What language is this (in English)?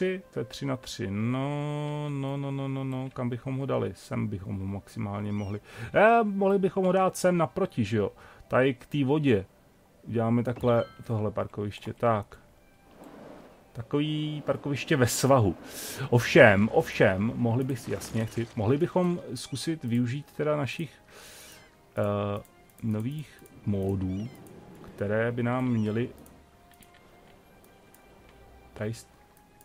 Czech